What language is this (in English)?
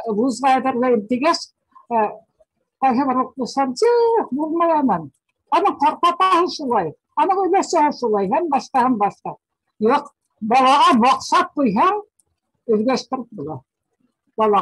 Bashkir